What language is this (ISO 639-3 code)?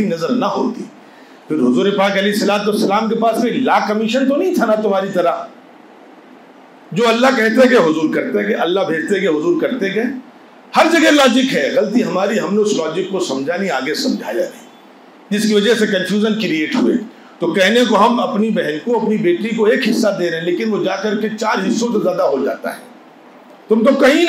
urd